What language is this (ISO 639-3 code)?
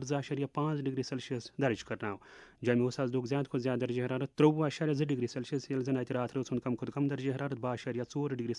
kas